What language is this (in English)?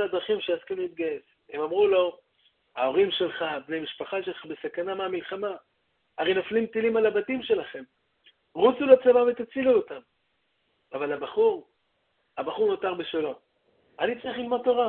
Hebrew